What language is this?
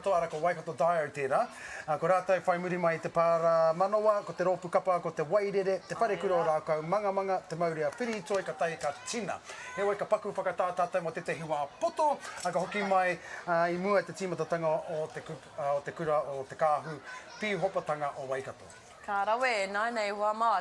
Māori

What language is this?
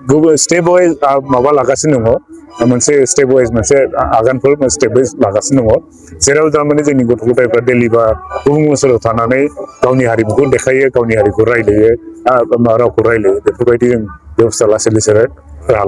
Bodo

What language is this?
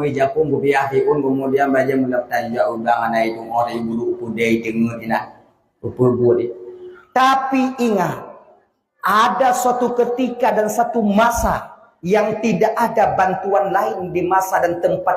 Achinese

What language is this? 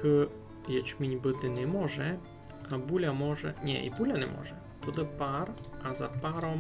Rusyn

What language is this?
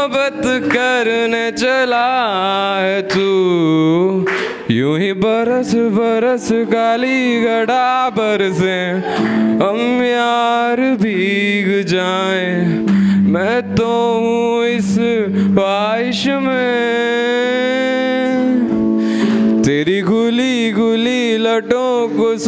Hindi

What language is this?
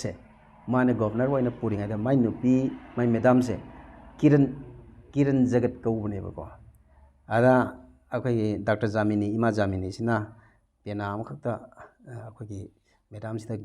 Manipuri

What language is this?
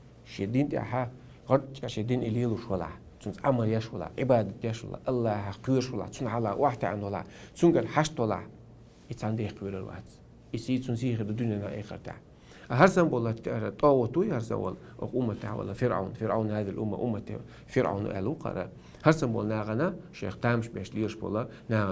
Chechen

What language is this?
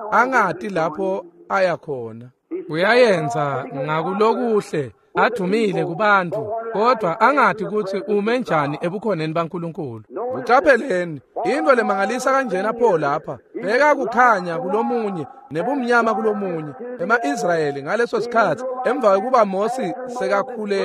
Swati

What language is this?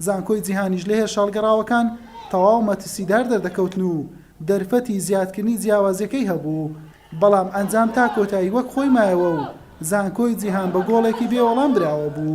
Central Kurdish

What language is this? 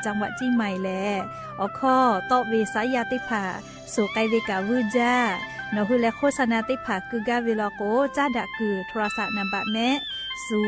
Lahu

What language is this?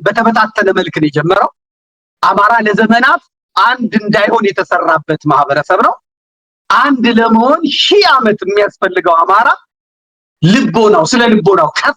Amharic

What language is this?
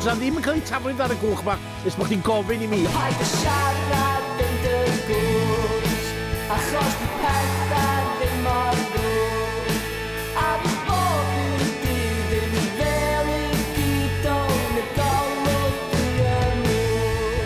Welsh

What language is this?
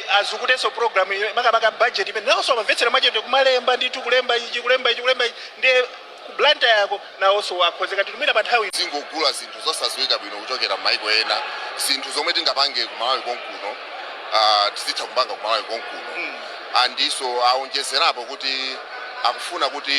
Nyanja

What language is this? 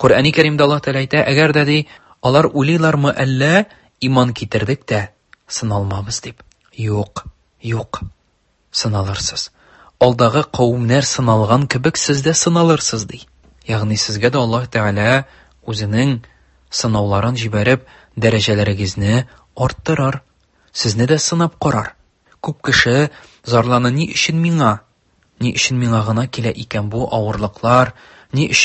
Tatar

